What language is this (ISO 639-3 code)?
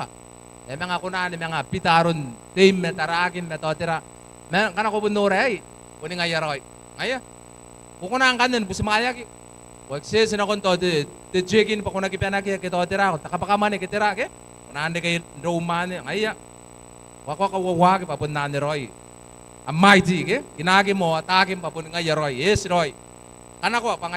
gil